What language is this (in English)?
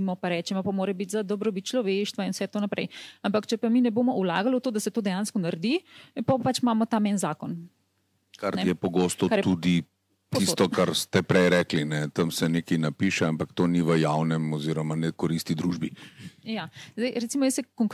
Slovenian